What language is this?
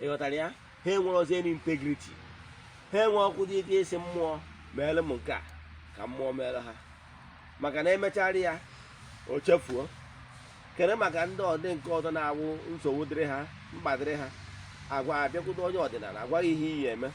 Igbo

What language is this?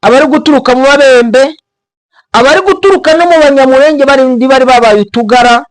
Kinyarwanda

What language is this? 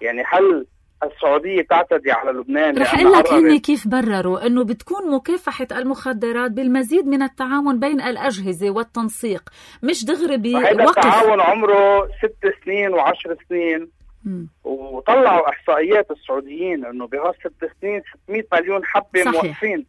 North Levantine Arabic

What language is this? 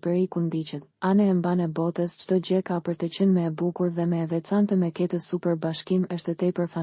Albanian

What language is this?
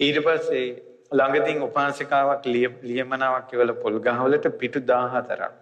Sinhala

